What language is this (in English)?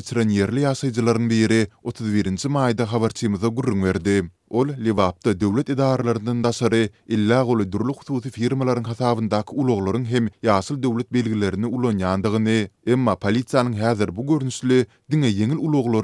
Turkmen